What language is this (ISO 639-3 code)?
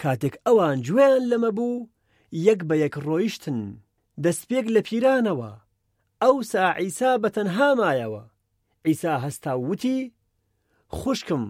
ckb